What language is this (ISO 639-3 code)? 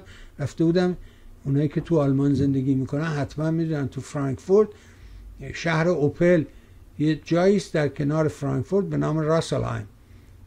fas